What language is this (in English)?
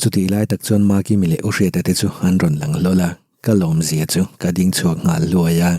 Mizo